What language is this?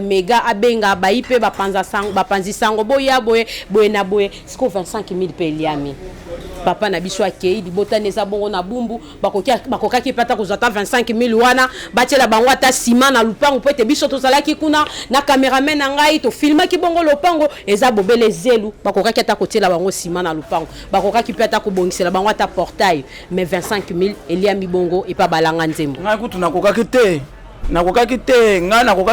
Lingala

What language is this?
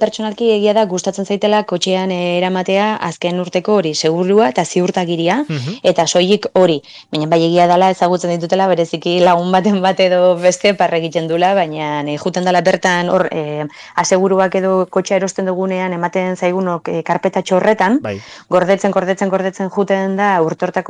Basque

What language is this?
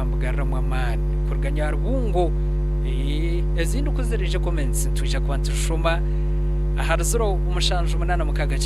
Nyankole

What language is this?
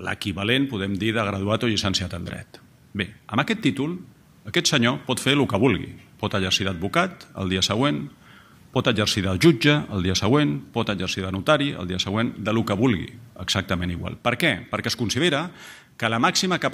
Catalan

